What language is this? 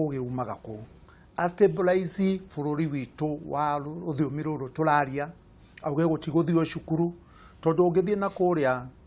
Kikuyu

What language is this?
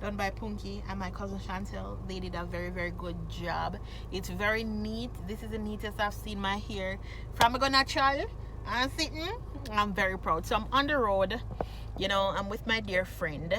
Jamaican Creole English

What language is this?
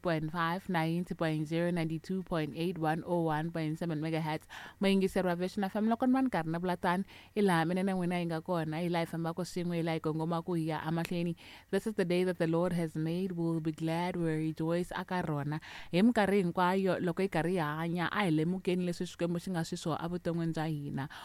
Tsonga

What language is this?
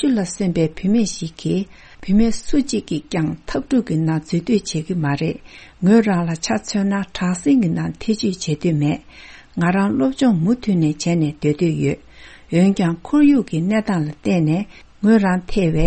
Tibetan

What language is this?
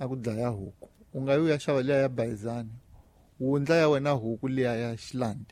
Tsonga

